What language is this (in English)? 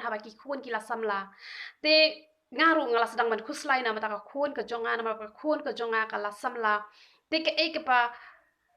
Khasi